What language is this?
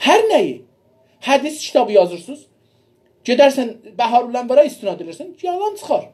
South Azerbaijani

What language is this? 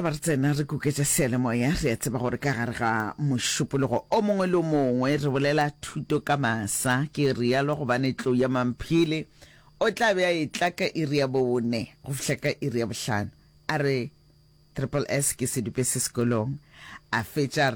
Northern Sotho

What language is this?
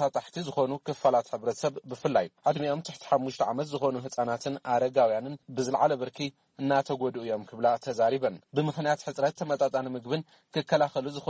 Tigrinya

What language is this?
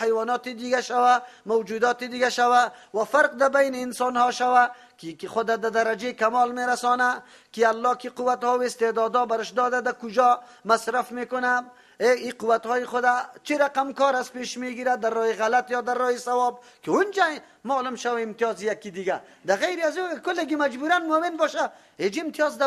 Persian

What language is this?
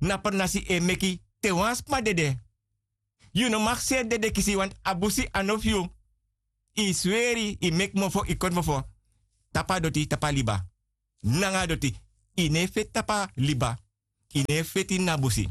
Sranan Tongo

